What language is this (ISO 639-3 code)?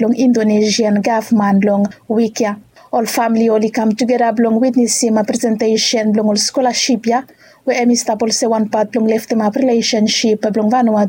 bis